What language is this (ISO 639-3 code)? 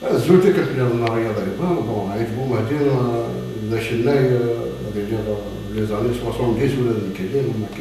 kab